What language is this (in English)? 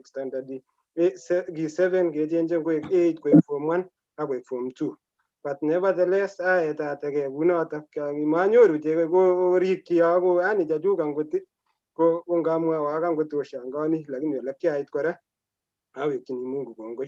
Kalenjin